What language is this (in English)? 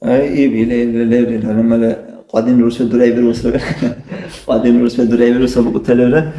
Dargwa